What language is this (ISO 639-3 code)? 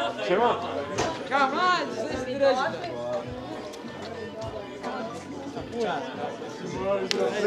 srp